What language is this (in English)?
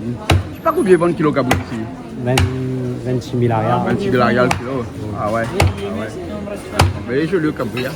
Réunion Creole French